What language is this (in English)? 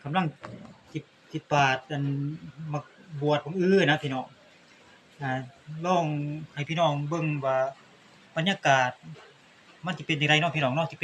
Lao